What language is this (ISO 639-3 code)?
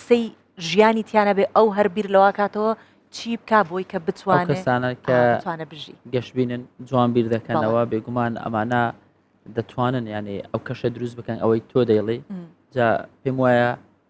ckb